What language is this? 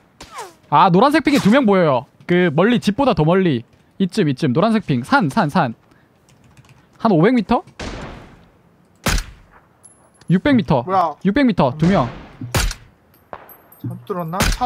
Korean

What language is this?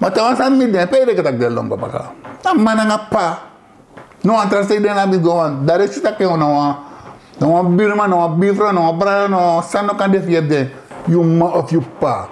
Sranan Tongo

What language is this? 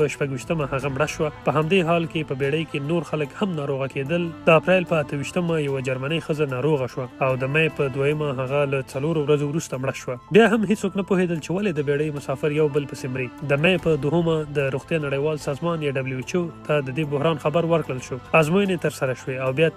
Pashto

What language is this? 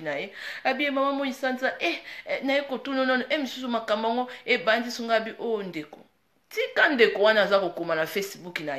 Lingala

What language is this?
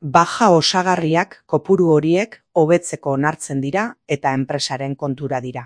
Basque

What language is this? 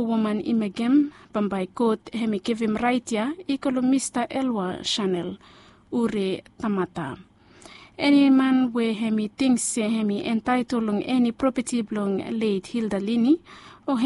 Bislama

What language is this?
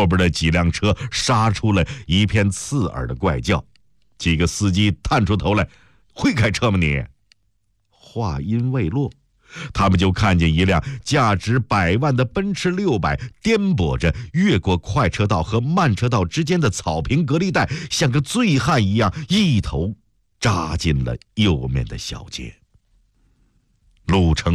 Chinese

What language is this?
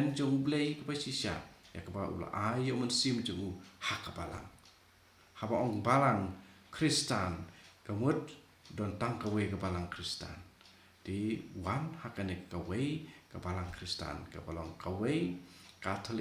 Khasi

